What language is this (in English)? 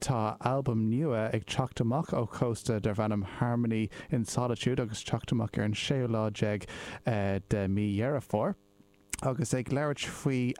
Irish